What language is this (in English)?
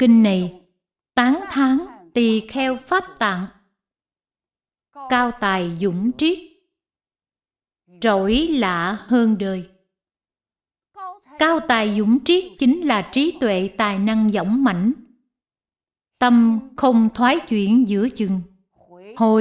Vietnamese